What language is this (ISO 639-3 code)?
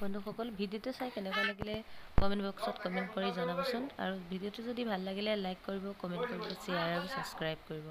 asm